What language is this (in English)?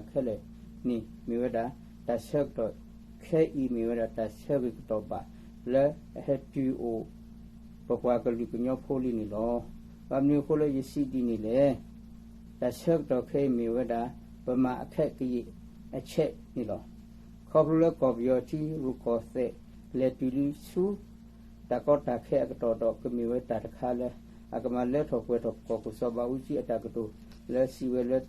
S'gaw Karen